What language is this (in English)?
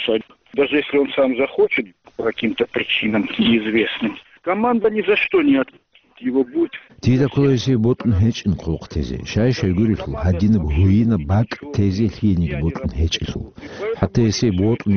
Avaric